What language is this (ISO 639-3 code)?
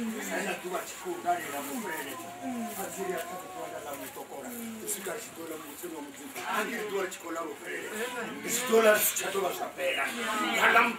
ven